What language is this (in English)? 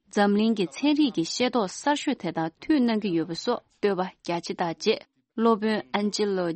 Tibetan